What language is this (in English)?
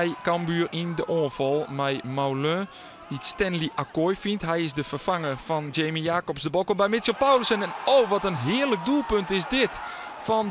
Western Frisian